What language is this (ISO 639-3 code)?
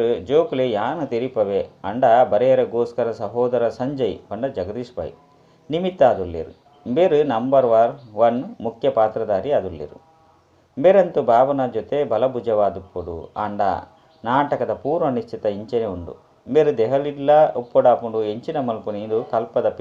tcy